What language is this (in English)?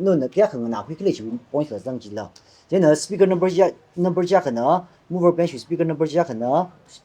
Tangkhul Naga (India)